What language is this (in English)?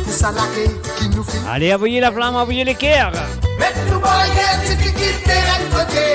Morisyen